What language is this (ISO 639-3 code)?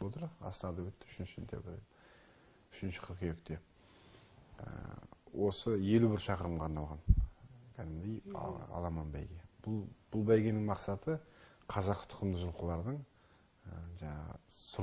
kaz